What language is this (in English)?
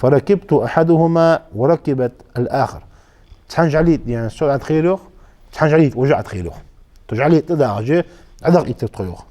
Ingush